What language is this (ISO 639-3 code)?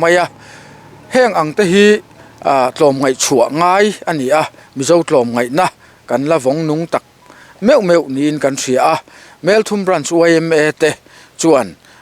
lus